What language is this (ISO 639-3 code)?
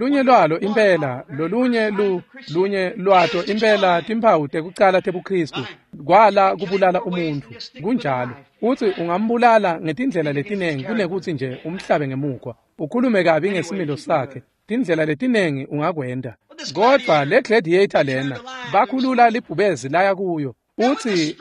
ssw